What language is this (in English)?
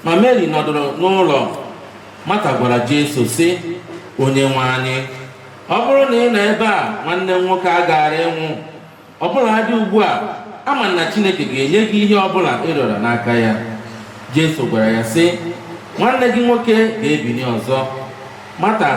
Igbo